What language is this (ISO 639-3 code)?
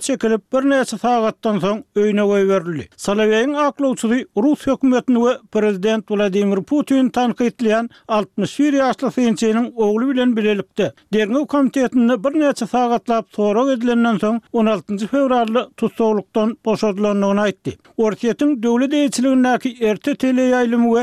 tuk